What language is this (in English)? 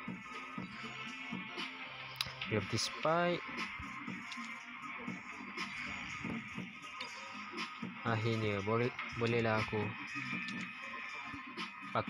Malay